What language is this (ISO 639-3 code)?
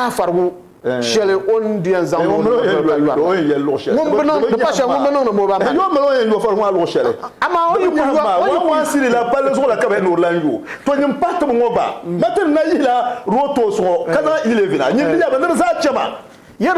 dag